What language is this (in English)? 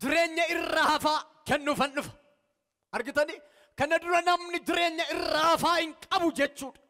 Oromo